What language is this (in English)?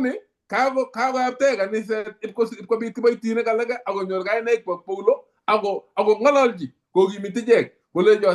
Kalenjin